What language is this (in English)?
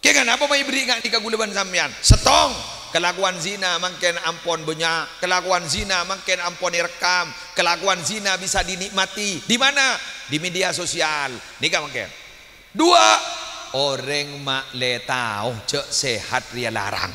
Madurese